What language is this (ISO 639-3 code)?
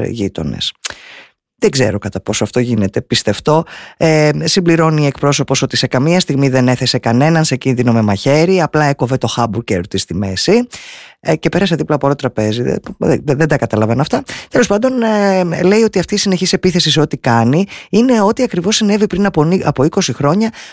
ell